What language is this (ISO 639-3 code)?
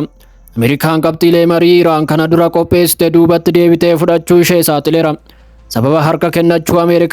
orm